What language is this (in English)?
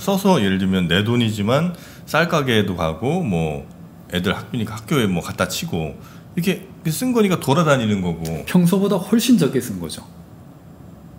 Korean